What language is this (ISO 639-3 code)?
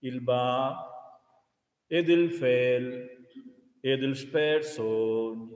roh